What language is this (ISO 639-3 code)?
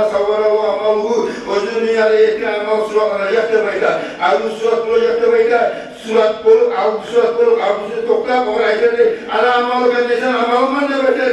kum